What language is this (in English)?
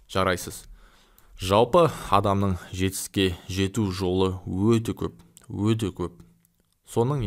Kazakh